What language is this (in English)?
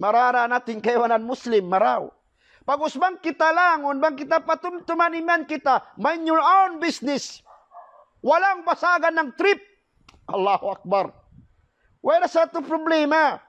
Tausug